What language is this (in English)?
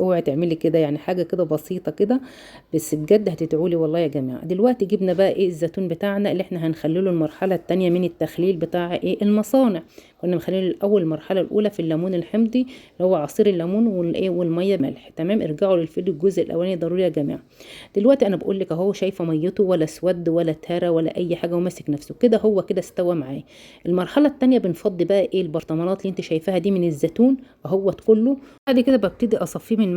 Egyptian Arabic